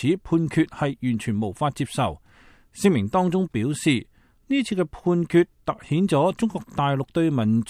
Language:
Cantonese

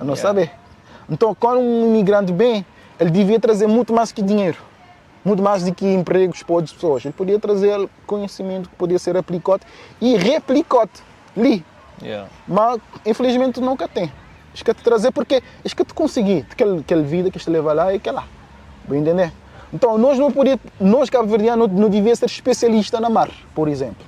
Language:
Kabuverdianu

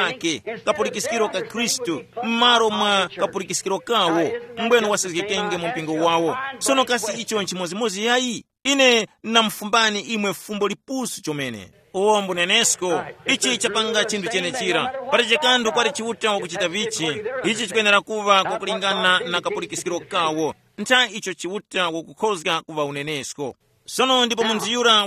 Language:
Tumbuka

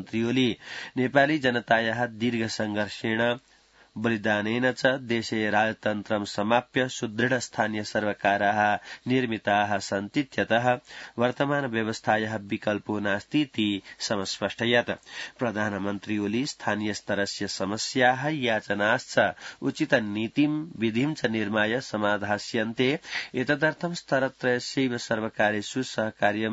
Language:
Sanskrit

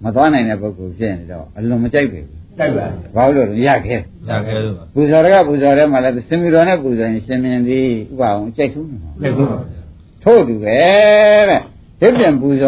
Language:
Burmese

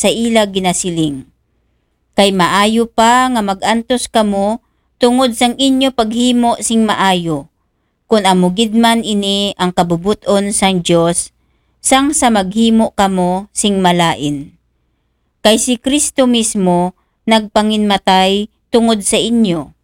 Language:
Aklanon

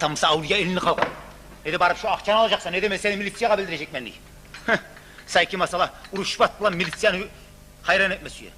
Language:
Kumyk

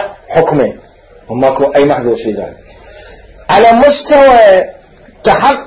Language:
Mesopotamian Arabic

